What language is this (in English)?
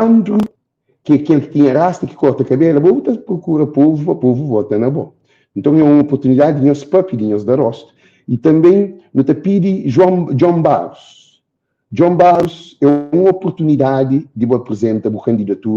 Kabuverdianu